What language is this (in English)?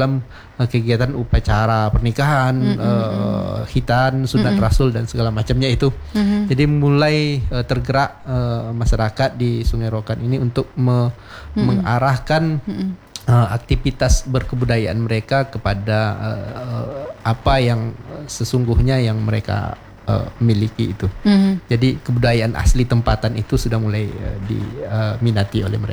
Indonesian